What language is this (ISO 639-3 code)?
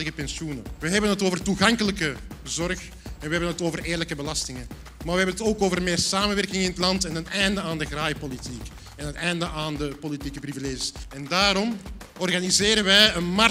nld